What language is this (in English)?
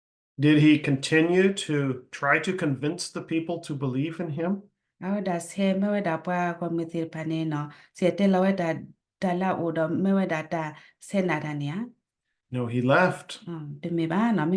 S'gaw Karen